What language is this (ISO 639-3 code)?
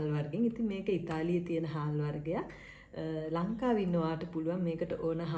sin